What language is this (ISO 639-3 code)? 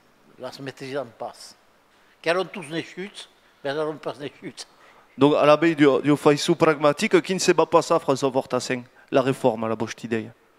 oci